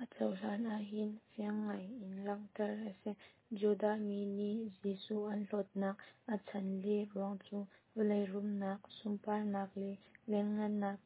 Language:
Hakha Chin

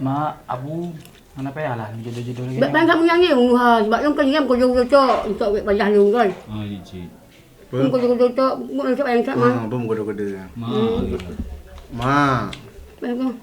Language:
Achinese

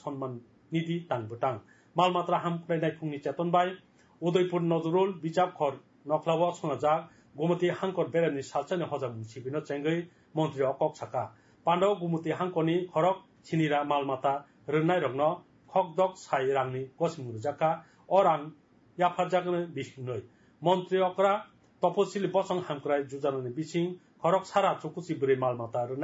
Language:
Kok Borok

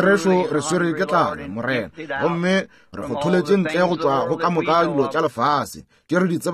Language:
Northern Sotho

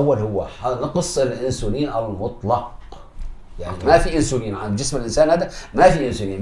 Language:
North Levantine Arabic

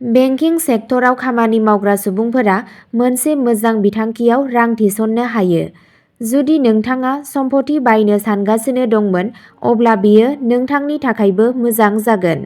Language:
Bodo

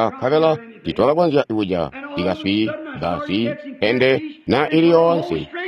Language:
Tonga (Zambia)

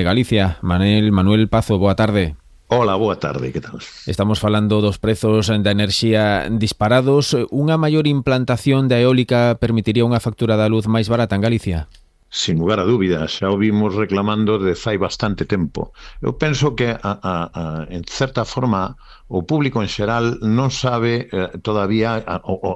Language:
Galician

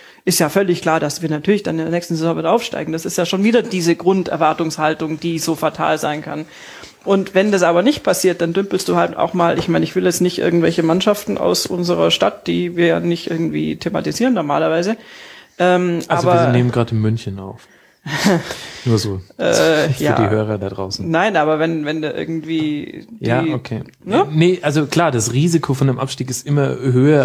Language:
German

